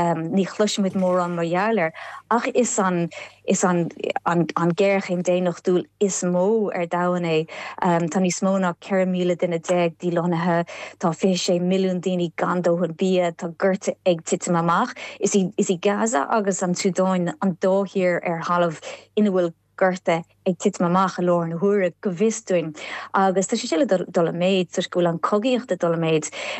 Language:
Irish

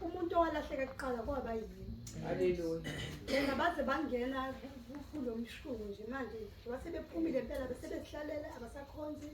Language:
Zulu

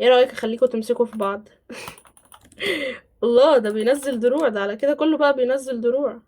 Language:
Egyptian Arabic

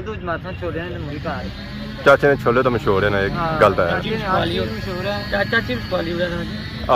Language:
Pahari-Potwari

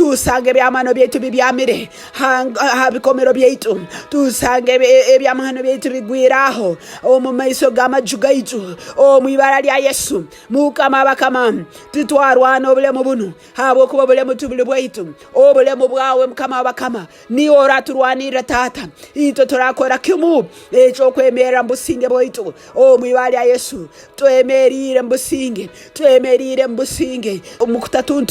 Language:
Nyoro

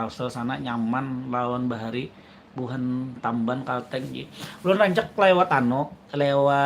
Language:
Banjar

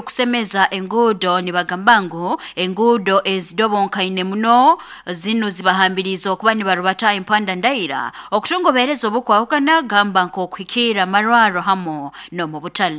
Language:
Nyoro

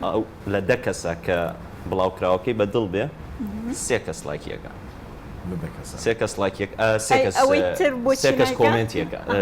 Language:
Central Kurdish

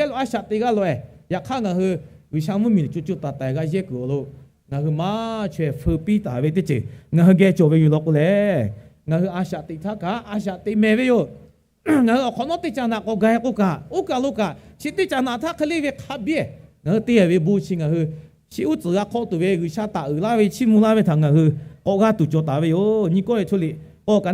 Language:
Lahu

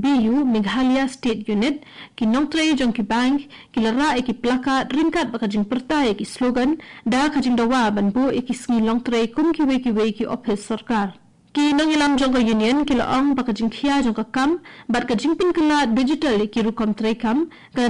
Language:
Khasi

